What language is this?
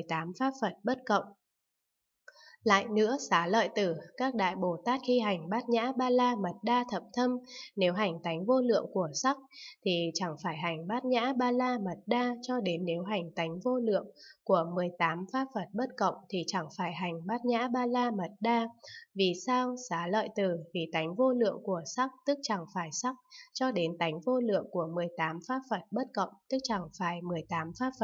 Vietnamese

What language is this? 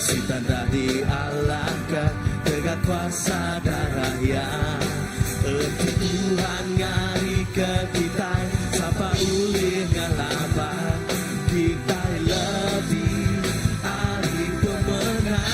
Iban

